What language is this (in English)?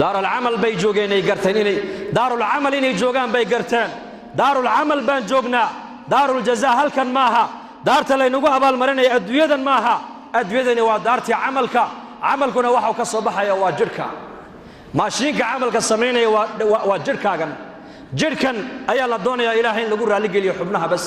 Somali